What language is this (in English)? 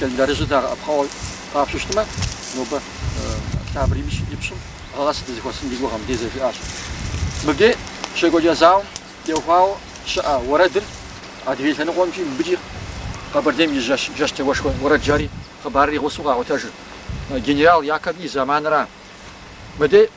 Kabardian